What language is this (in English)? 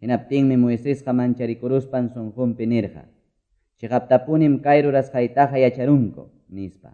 Quechua